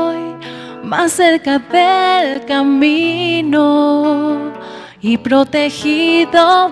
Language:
South Bolivian Quechua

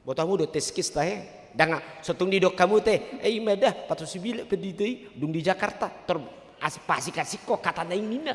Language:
Batak Toba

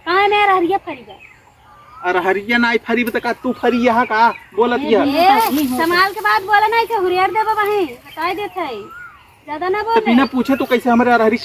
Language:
Awadhi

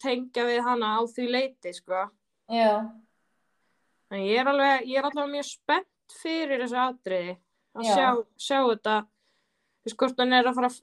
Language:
Icelandic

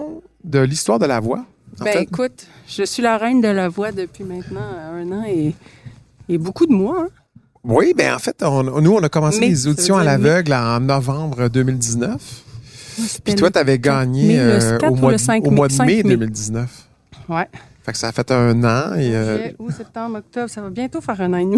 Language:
French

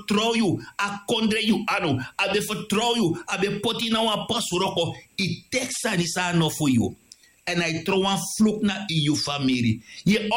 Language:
Sranan Tongo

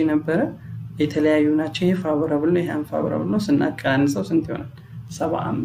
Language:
Amharic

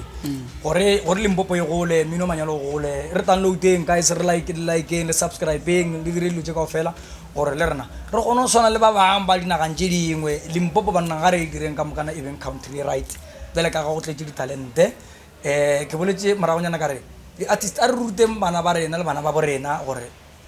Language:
Northern Sotho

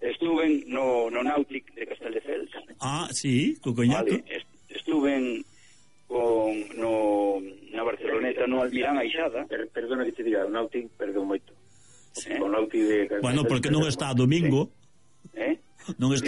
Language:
Galician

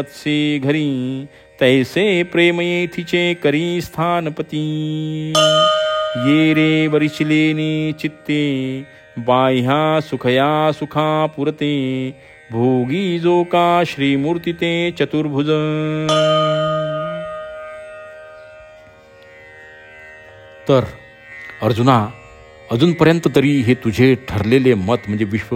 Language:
Marathi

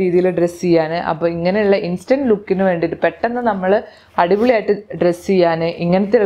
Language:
Malayalam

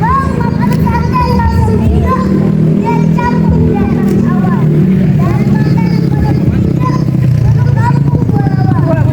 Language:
Betawi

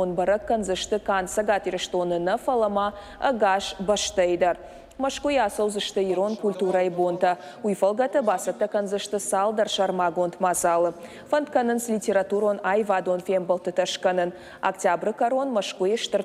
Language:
Ossetic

